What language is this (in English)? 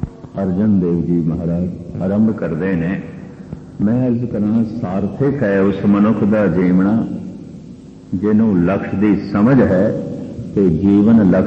Punjabi